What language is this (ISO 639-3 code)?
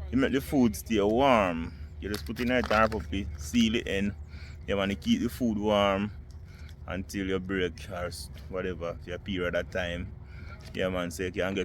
jam